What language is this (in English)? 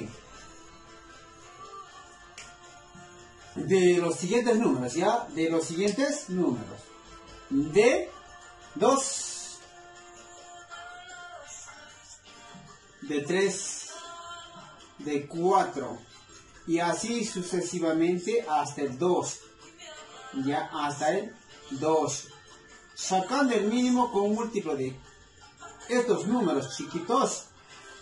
Spanish